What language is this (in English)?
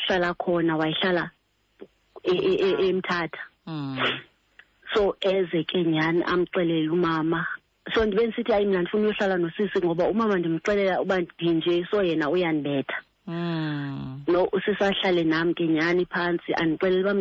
Xhosa